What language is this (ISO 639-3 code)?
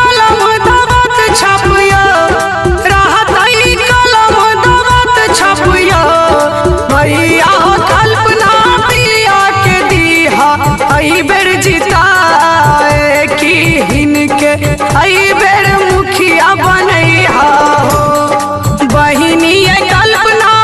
mai